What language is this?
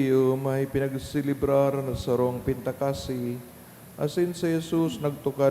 Bikol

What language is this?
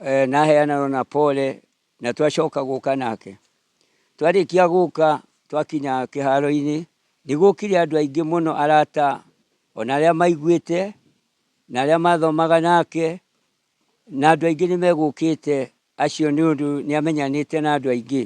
Kikuyu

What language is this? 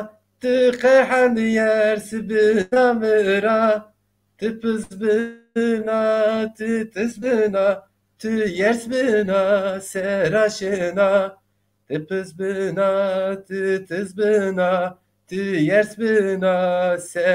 Zaza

